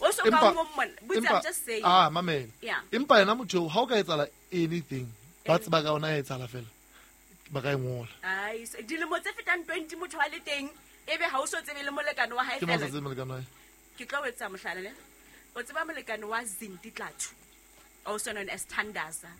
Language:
Southern Sotho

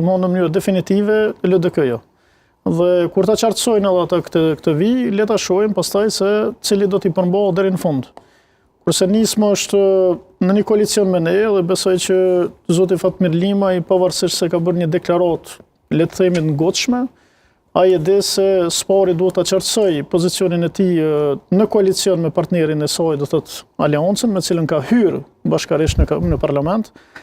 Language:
Albanian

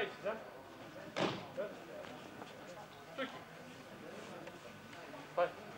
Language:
Romanian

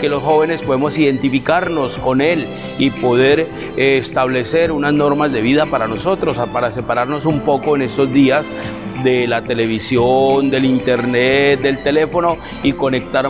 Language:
Spanish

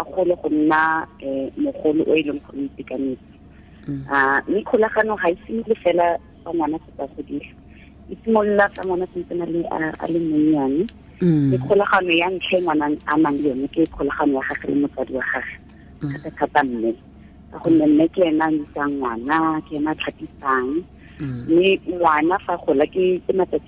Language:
Tswana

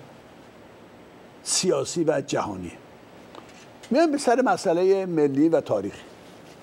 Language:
Persian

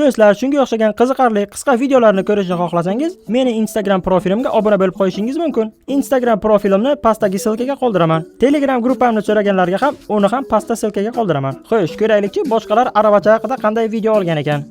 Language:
Uzbek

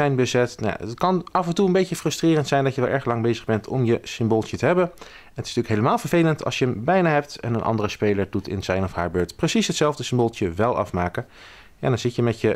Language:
Dutch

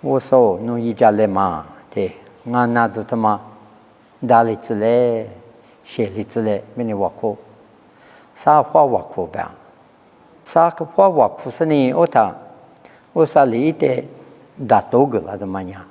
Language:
Lisu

